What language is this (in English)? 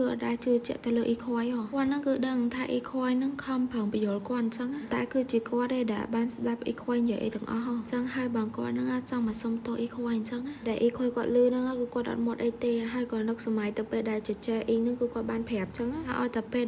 Khmer